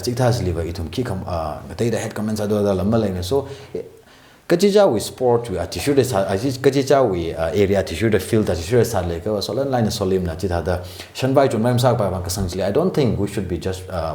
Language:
Tangkhul Naga (India)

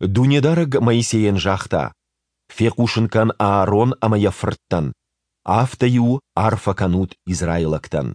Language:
Ossetic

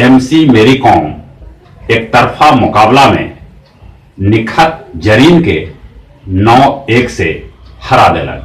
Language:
Magahi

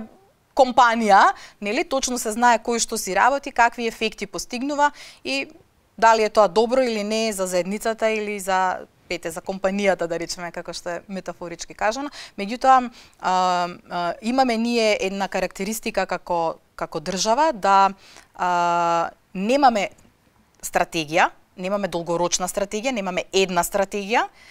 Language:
Macedonian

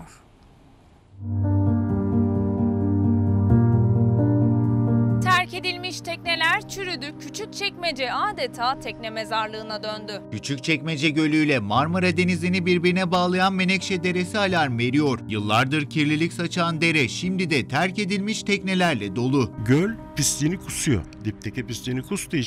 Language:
Turkish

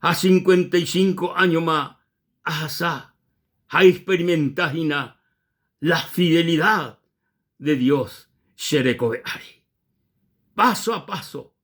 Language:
Guarani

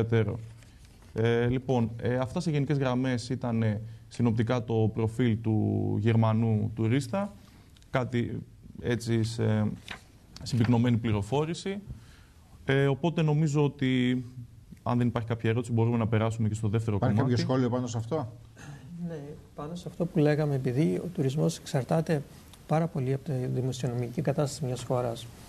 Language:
Greek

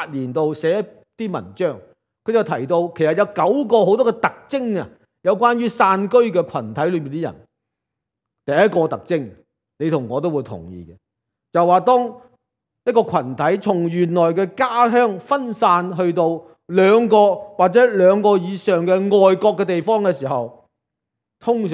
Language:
Cantonese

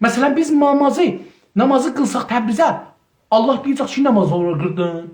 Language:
South Azerbaijani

